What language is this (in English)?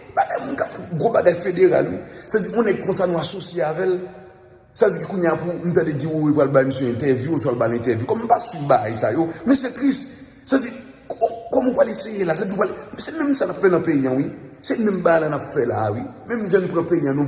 Haitian Creole